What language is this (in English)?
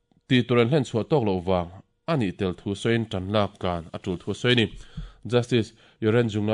Mizo